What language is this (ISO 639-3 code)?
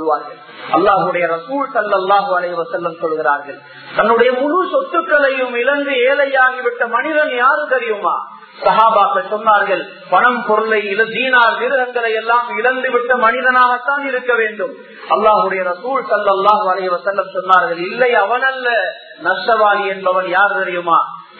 tam